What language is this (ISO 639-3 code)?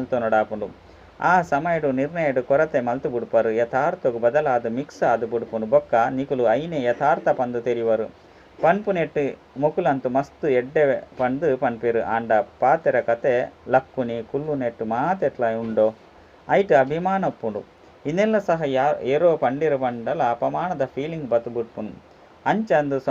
tcy